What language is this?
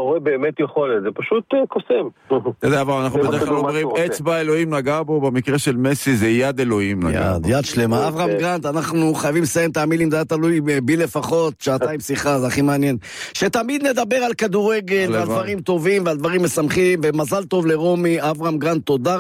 Hebrew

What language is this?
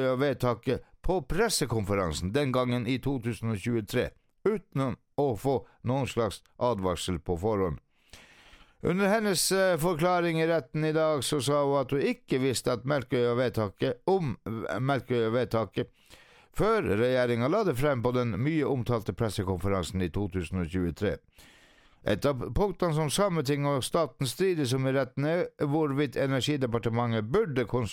Norwegian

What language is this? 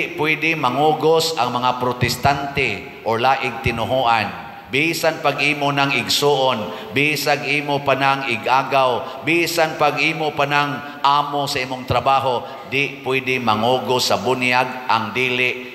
Cebuano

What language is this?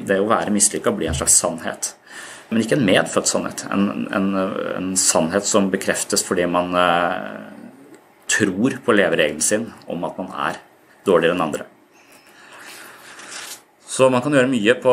Norwegian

